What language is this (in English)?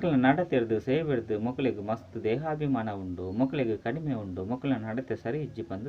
Tulu